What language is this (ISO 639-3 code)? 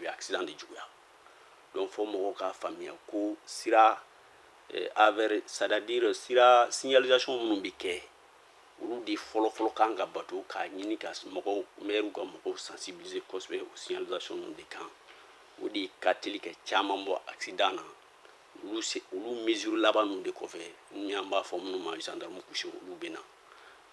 bam